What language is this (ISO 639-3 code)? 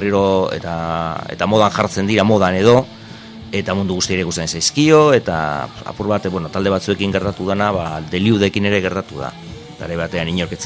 eus